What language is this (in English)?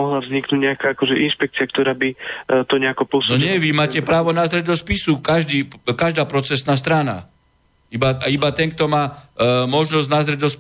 Slovak